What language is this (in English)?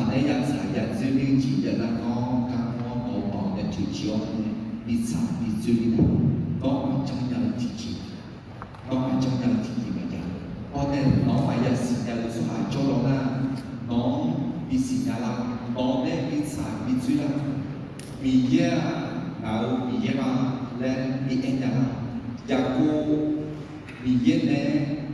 Akha